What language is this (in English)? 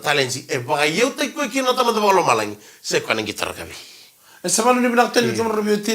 Fijian